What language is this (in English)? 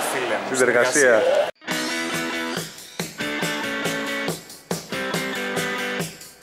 Greek